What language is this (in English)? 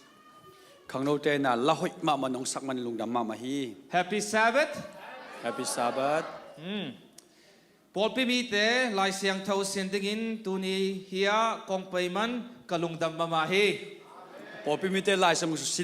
Tedim Chin